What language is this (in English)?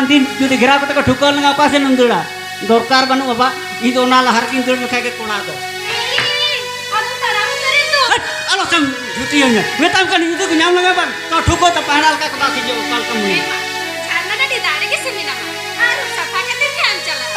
Santali